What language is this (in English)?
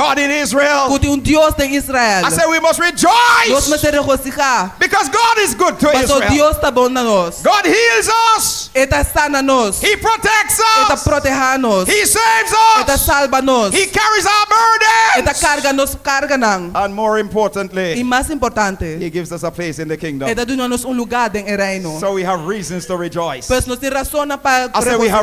Papiamento